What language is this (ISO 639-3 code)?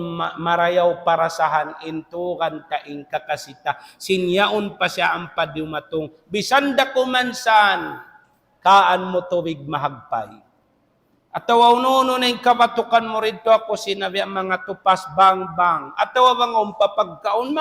tsg